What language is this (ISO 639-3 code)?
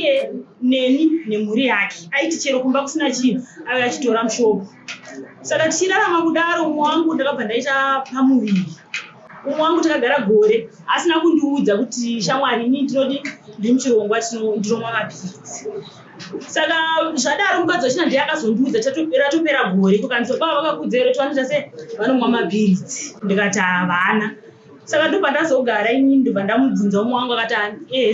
sna